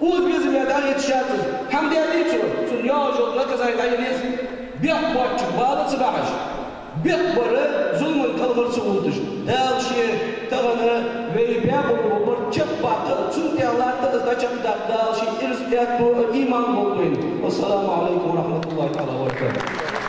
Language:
Ingush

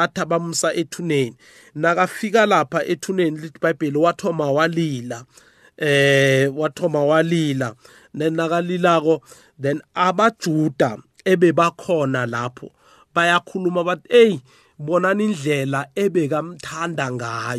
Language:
South Ndebele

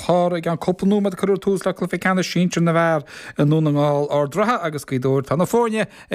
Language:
Irish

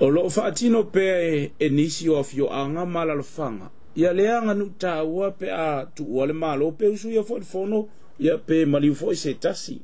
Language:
Samoan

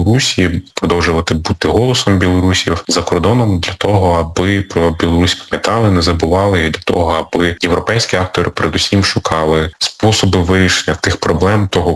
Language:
Ukrainian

